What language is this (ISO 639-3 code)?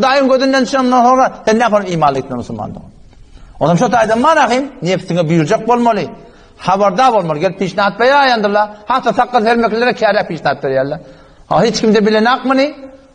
tuk